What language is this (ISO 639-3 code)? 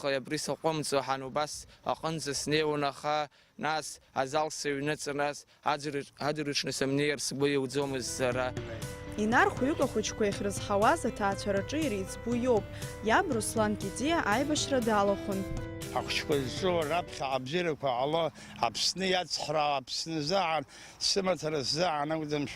abk